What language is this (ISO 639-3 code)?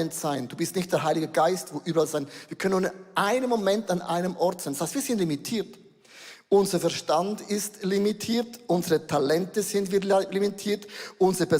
gsw